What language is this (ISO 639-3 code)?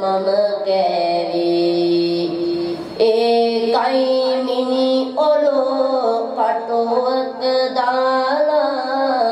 sin